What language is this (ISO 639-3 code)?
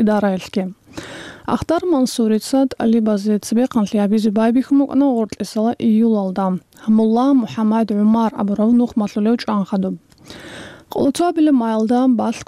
ava